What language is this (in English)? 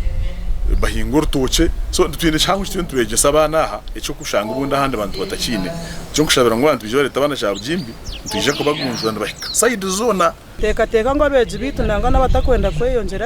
Nyankole